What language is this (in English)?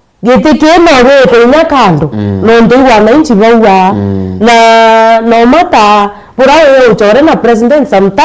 Meru